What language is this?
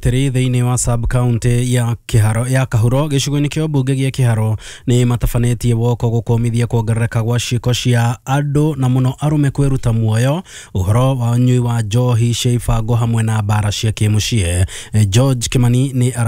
Kikuyu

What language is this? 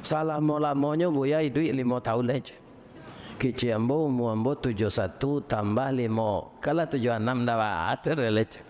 Minangkabau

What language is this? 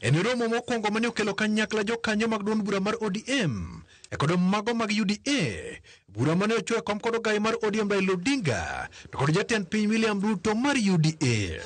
Luo (Kenya and Tanzania)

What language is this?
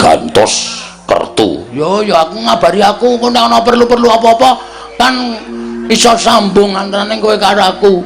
Javanese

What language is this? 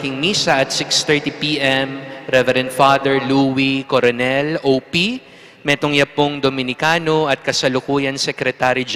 Pampanga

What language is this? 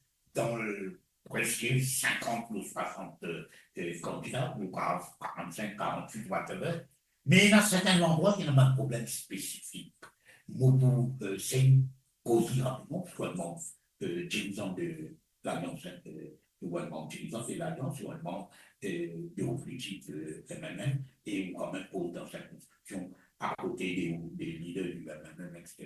Morisyen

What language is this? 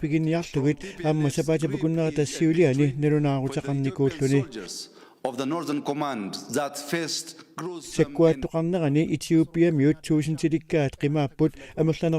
Kalaallisut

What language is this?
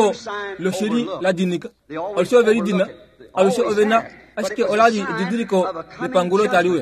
Kuanyama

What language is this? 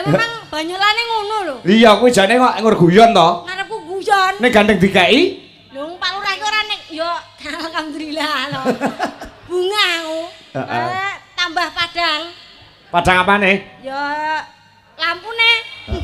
Javanese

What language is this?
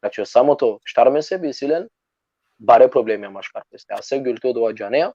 Balkan Romani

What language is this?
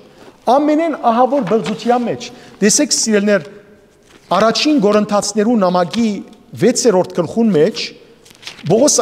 Western Armenian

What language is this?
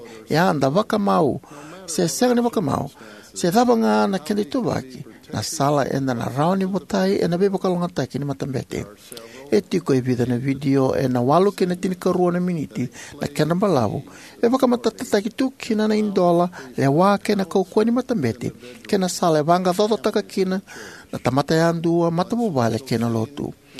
Fijian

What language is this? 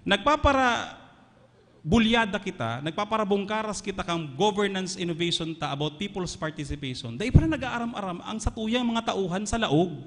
Bikol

